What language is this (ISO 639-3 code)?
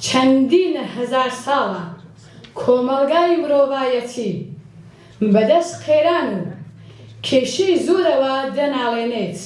kur